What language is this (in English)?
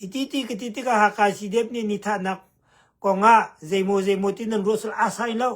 Hakha Chin